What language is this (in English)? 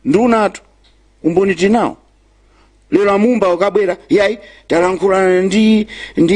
Nyanja